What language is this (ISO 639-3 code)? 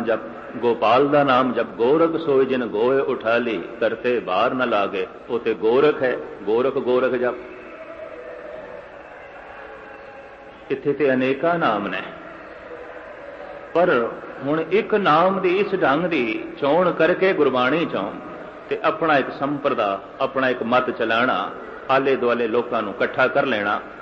pan